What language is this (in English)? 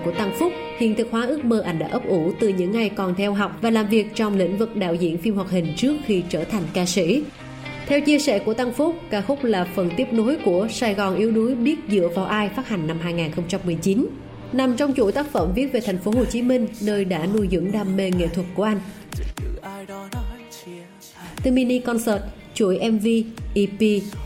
Vietnamese